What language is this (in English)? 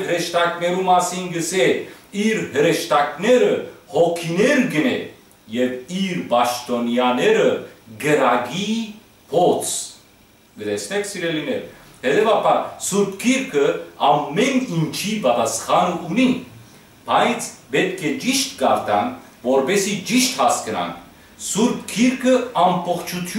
Western Armenian